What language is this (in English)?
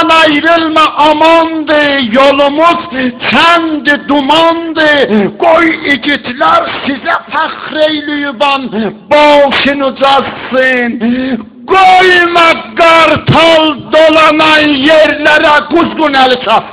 South Azerbaijani